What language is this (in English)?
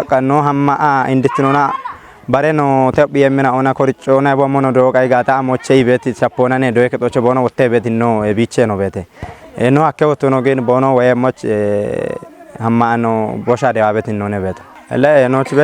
Kafa